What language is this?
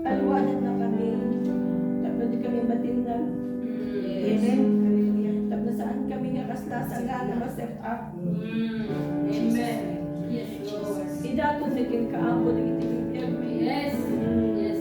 Iloko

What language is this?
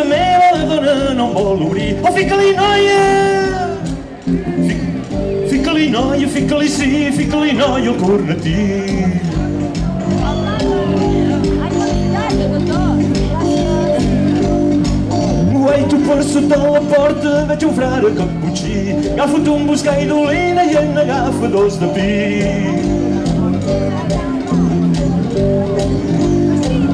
Catalan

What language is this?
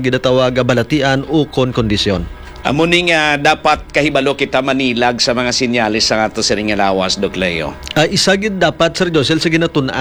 Hiligaynon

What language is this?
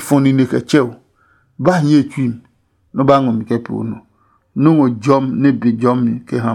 Adangme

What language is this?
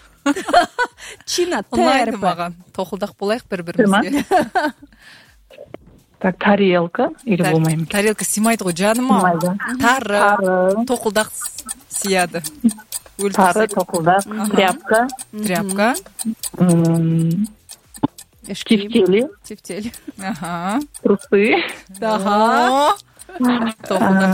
Kazakh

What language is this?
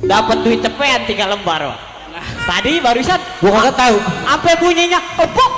Betawi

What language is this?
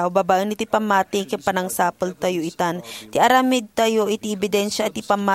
Iloko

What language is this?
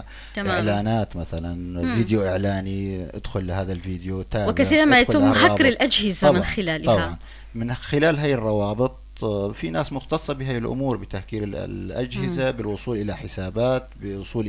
North Levantine Arabic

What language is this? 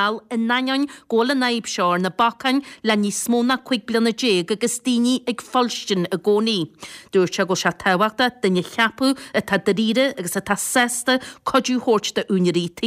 Irish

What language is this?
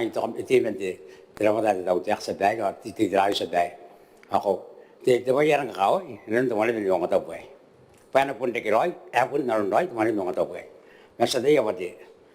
Gilbertese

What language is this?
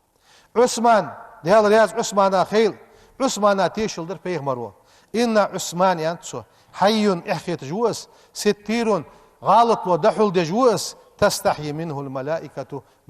Ingush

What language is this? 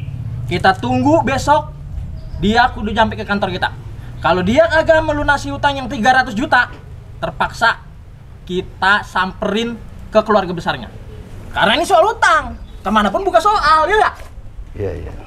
Betawi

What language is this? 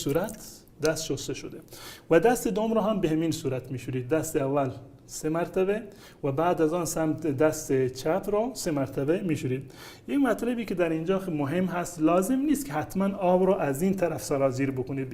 Persian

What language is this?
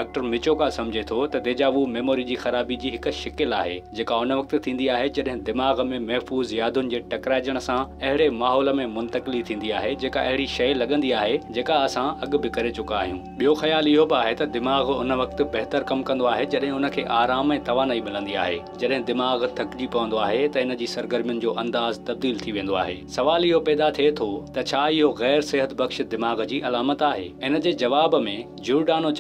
Sindhi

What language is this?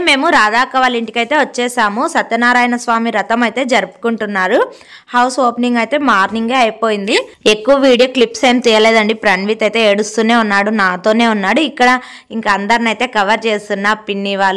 Telugu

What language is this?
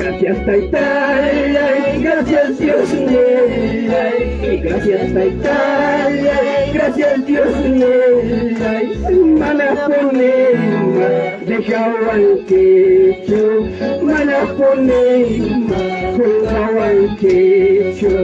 Ayacucho Quechua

